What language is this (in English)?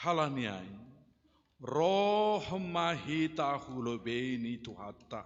Batak Simalungun